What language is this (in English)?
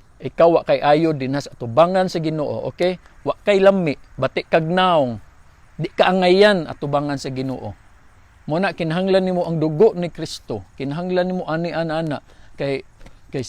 Cebuano